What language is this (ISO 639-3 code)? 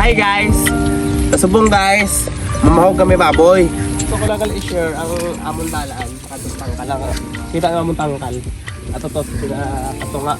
hil